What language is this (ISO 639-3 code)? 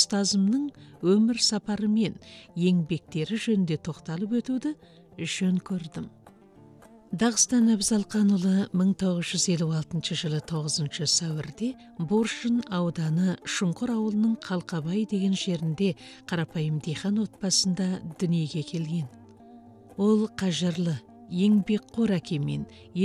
kaz